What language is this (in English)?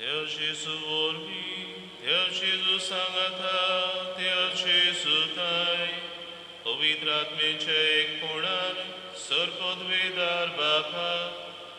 Konkani